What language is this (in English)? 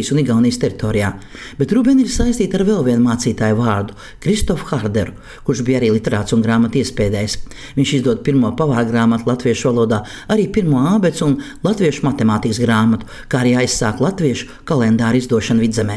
Latvian